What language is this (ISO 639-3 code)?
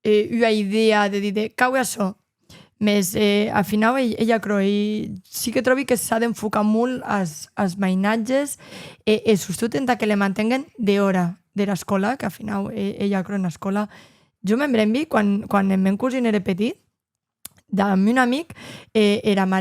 oci